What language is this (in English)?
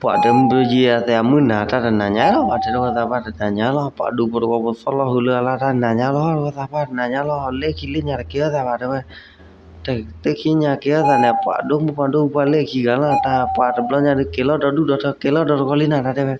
S'gaw Karen